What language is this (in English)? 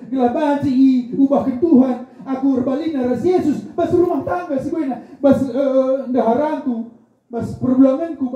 Batak Karo